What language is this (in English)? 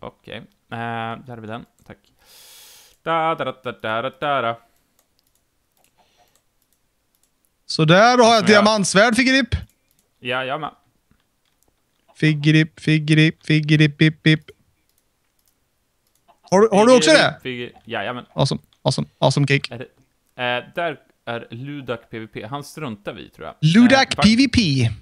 Swedish